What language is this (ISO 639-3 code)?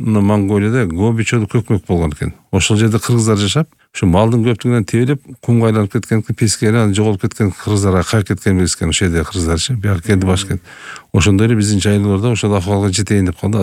kir